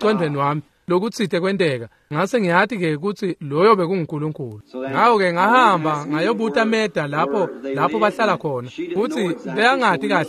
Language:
Swati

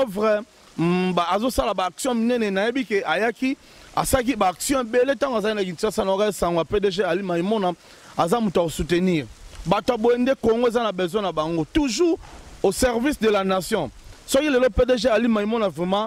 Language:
Lingala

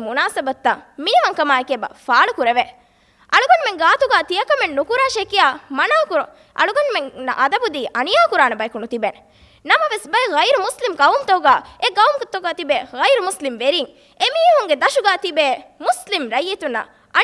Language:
Divehi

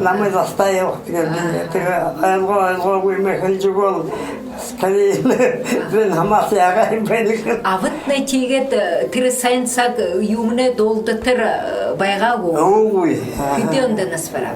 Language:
Buriat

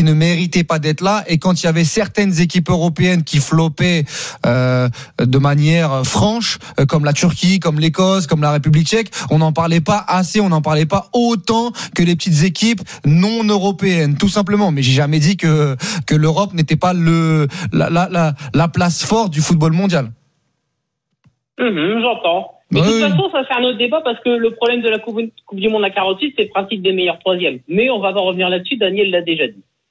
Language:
French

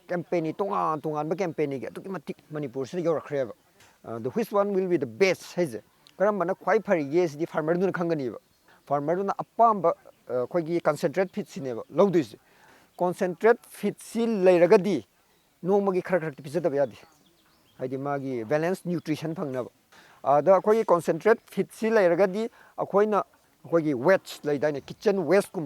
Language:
Manipuri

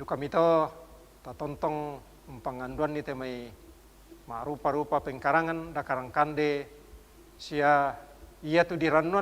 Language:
Toraja-Sa'dan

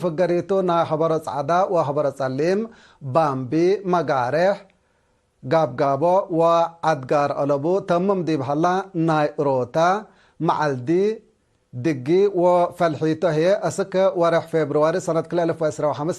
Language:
Tigre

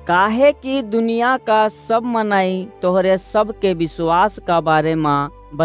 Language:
Awadhi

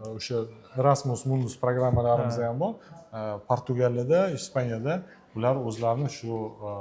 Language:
Uzbek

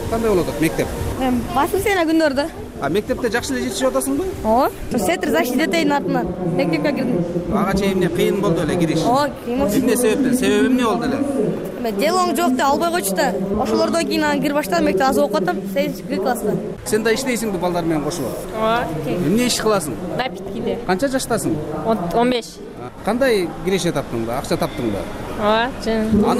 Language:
Kyrgyz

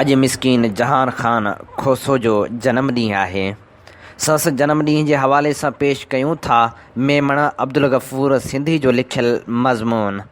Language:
Sindhi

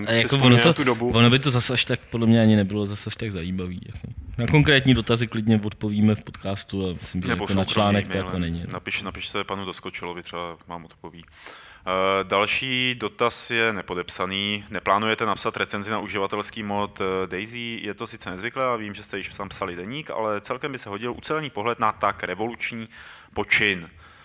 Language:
Czech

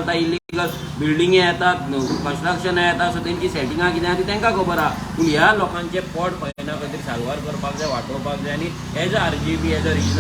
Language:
Konkani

